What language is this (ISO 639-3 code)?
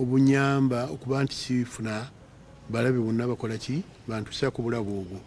lug